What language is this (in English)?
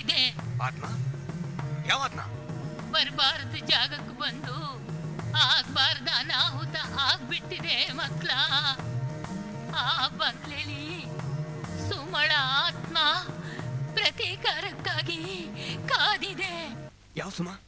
Kannada